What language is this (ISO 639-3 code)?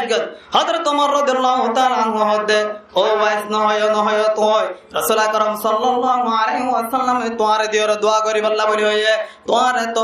rhg